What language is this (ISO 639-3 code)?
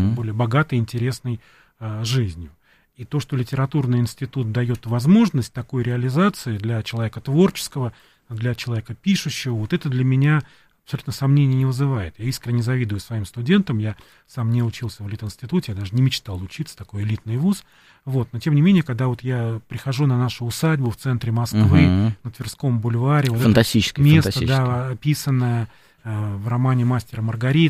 rus